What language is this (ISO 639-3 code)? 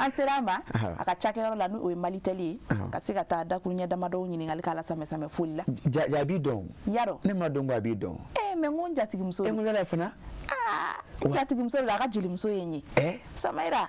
bam